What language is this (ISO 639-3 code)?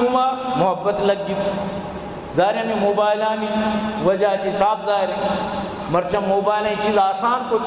bal